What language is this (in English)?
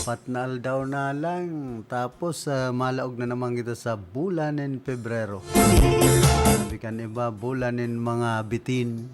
Bikol